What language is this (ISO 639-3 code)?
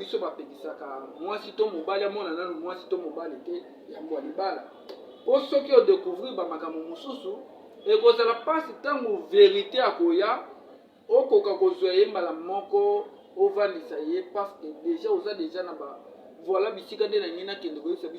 lin